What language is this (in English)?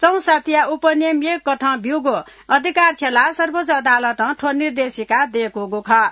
Newari